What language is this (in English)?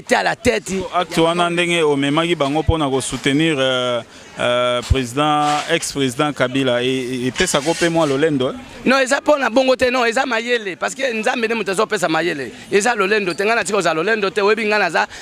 Lingala